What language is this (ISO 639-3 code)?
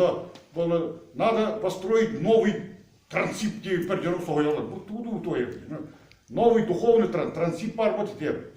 sah